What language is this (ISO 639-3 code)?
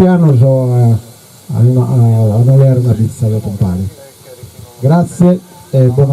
srd